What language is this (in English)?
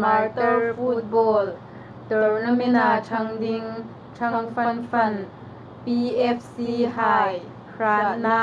Hmar